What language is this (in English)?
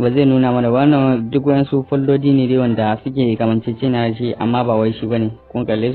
Hausa